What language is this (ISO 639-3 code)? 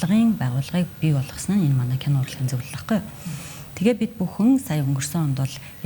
mon